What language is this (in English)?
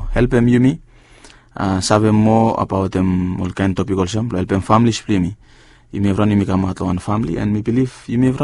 Bislama